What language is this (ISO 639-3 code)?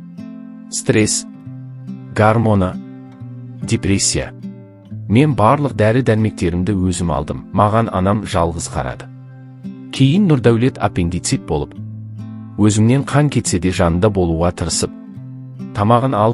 kaz